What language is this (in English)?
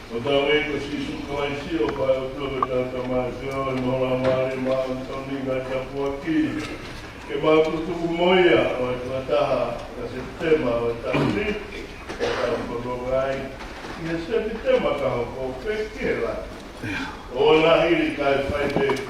Tongan